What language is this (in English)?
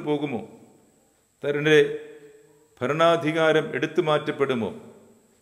Malayalam